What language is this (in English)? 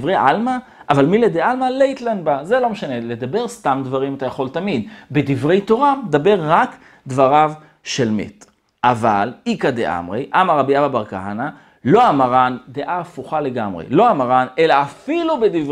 Hebrew